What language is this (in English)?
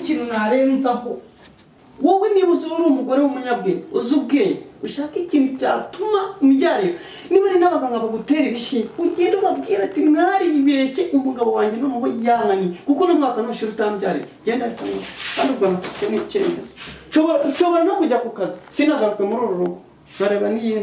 Kinyarwanda